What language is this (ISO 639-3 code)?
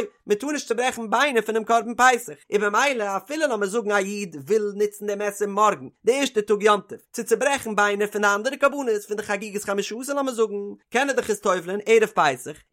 yid